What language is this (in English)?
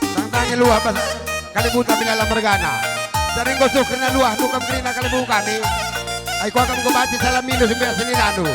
Batak Karo